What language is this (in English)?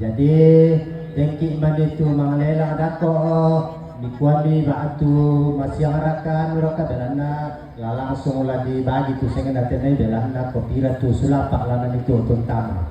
Toraja-Sa'dan